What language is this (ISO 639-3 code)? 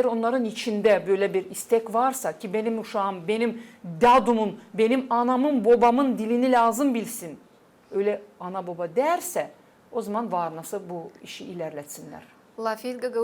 gag